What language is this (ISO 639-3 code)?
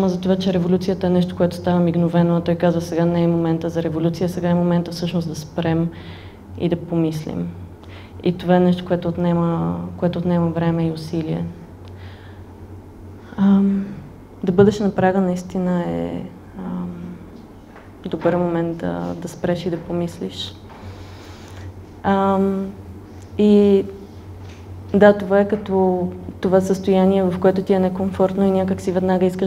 bul